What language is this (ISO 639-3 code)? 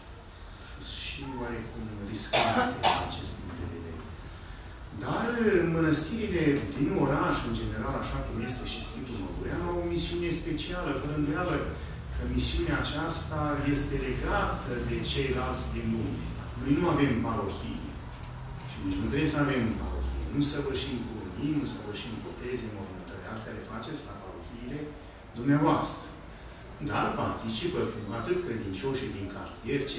ron